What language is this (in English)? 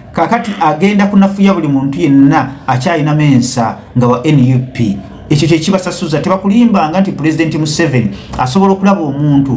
Ganda